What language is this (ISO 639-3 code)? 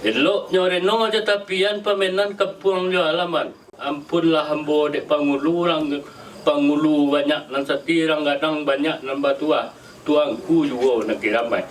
min